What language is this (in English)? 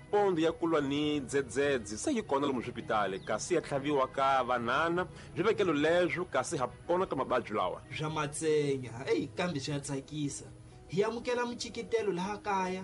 Tsonga